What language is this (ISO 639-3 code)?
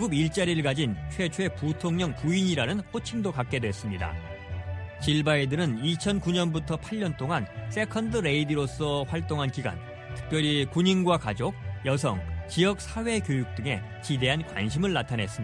kor